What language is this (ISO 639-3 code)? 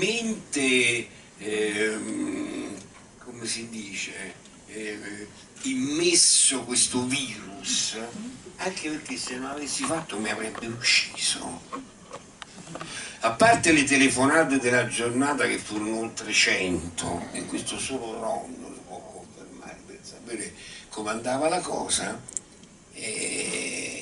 ita